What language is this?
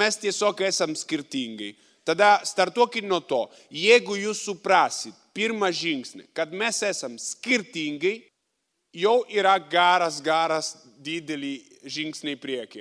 Lithuanian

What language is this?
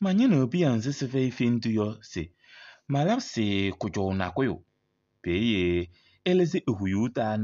Kabiyè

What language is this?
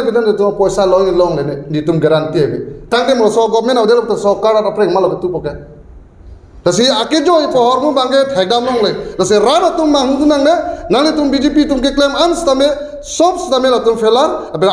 Karbi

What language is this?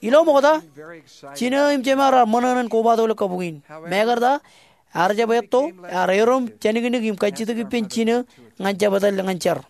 Marshallese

